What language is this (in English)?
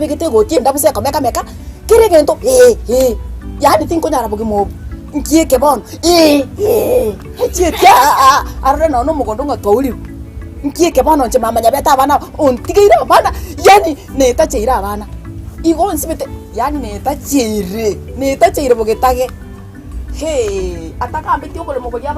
Gusii